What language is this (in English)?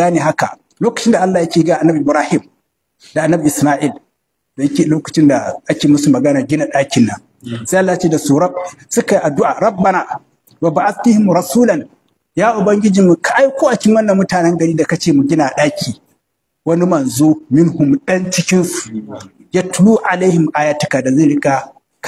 Hausa